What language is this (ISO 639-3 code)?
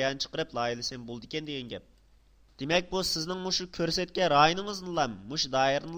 uig